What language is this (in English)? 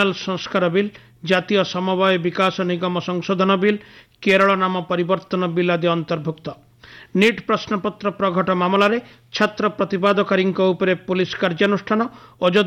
Odia